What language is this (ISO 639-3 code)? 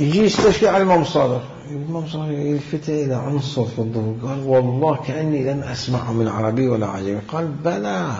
acm